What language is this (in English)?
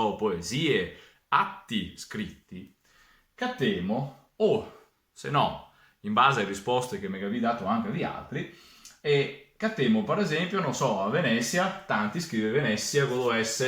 Venetian